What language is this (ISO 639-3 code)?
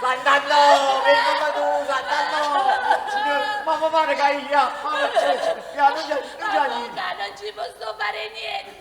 nap